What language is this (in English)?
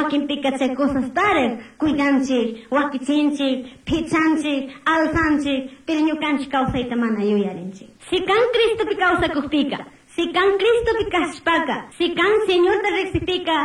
Chimborazo Highland Quichua